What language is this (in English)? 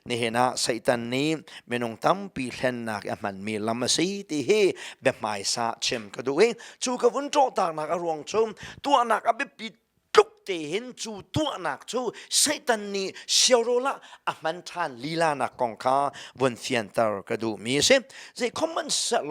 Hakha Chin